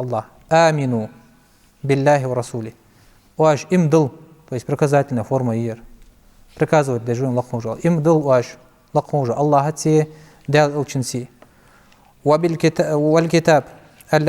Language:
Ingush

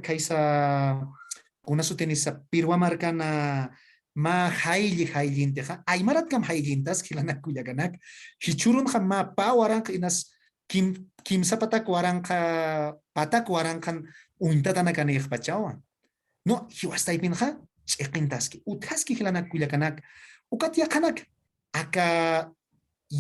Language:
Aymara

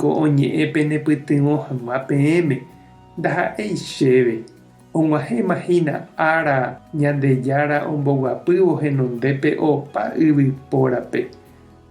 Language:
Guarani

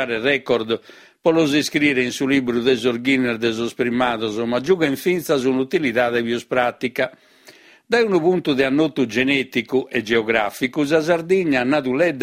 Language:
Sardinian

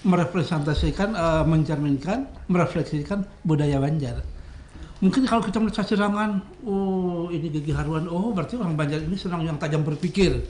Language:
Banjar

